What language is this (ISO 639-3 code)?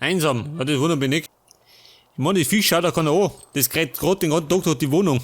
bar